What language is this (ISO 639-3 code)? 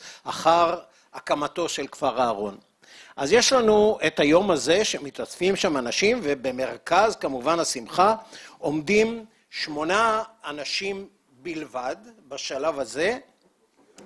heb